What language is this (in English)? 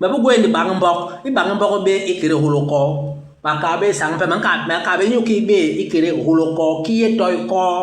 Basaa